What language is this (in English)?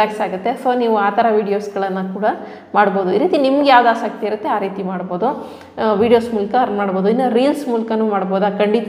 Kannada